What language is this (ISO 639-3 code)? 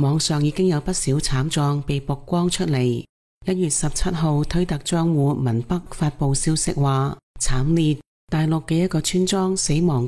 yue